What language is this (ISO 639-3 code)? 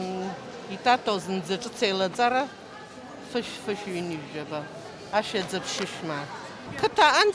abk